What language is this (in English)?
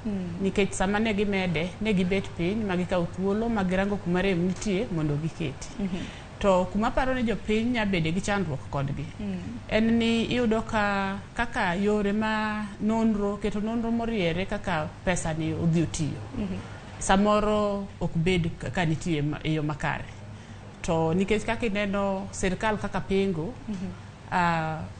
Luo (Kenya and Tanzania)